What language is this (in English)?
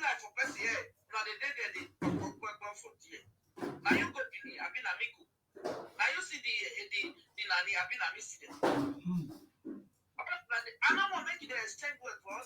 Nigerian Pidgin